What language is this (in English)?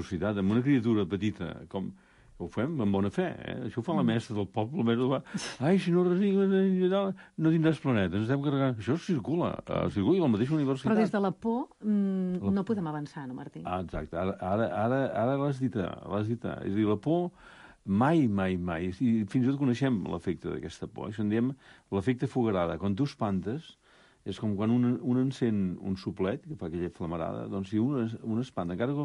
Catalan